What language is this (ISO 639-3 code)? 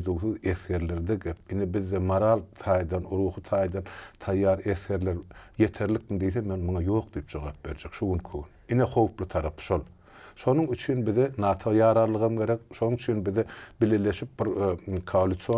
tuk